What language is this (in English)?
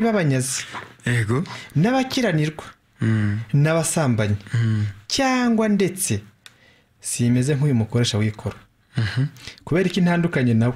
Kinyarwanda